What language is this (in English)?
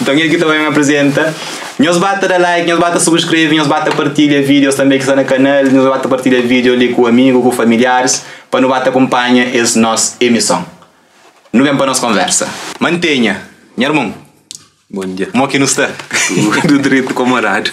Kabuverdianu